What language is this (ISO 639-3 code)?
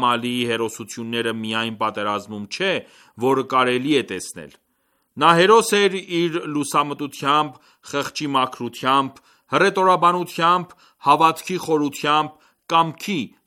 hye